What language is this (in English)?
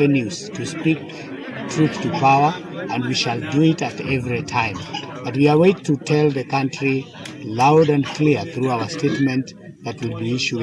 Kamba